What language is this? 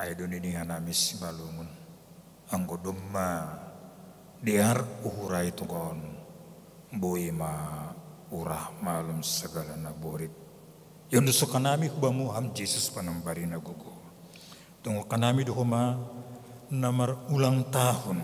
Batak Simalungun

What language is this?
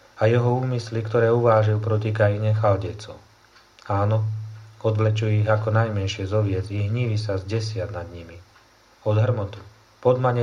Slovak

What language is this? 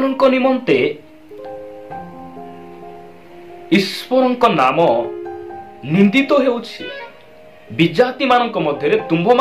Odia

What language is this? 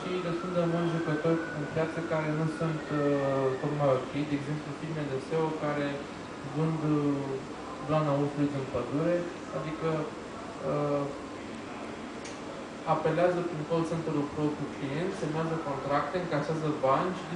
Romanian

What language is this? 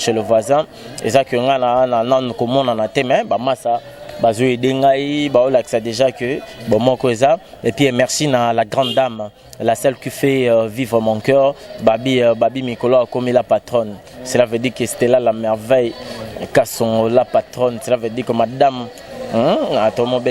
Lingala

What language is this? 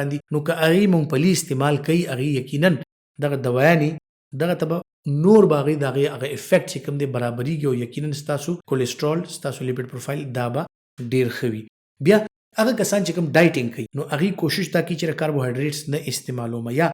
Pashto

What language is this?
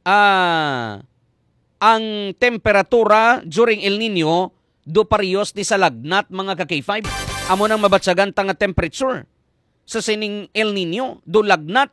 Hiligaynon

